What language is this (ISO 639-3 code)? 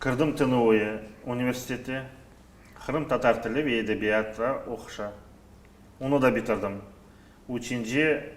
crh